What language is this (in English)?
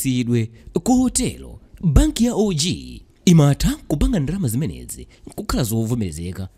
Nyanja